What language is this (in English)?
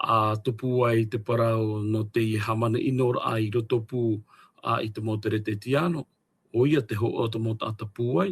Tahitian